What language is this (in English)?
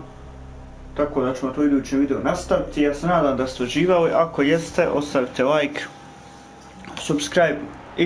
Croatian